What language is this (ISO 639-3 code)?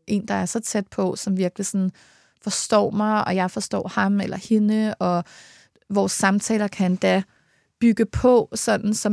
dan